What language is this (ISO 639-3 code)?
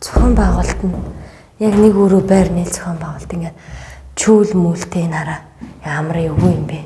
mon